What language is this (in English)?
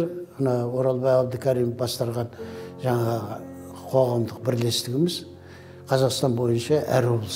Kazakh